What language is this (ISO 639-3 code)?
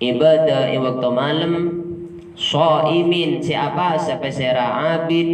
mad